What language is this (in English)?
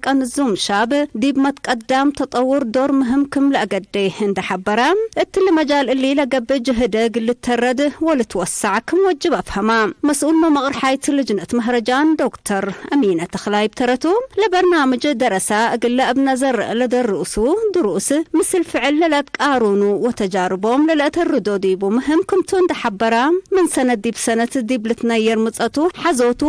Tigre